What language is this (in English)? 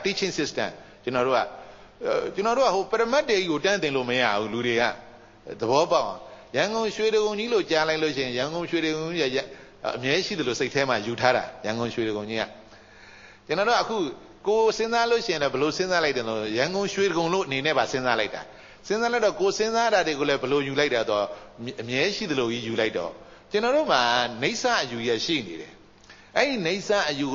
Burmese